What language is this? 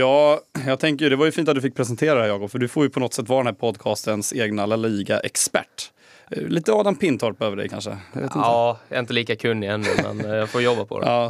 Swedish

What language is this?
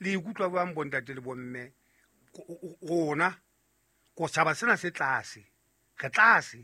Southern Sotho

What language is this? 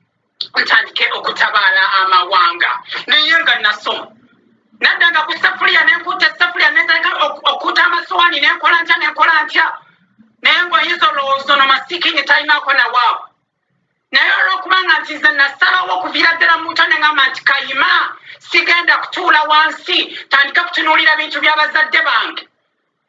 Ganda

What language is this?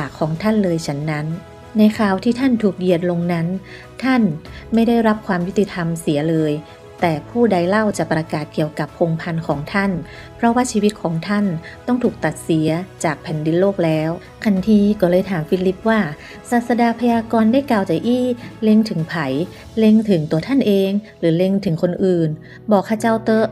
Northern Thai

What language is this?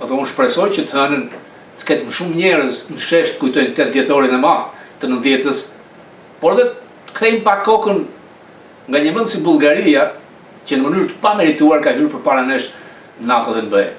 Albanian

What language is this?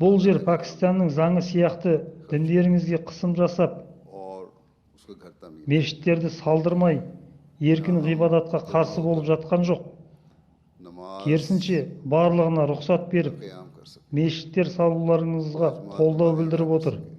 Kazakh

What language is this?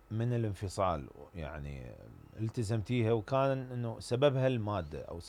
Mesopotamian Arabic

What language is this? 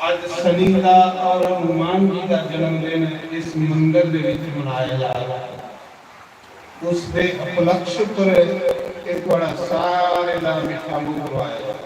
Dogri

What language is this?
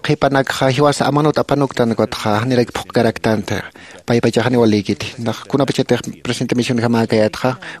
Aymara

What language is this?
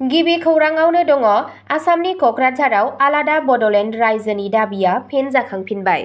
Bodo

